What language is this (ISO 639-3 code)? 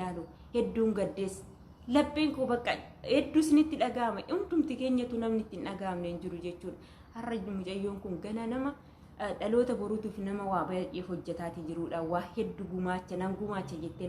orm